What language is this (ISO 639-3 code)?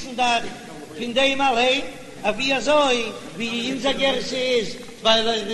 yid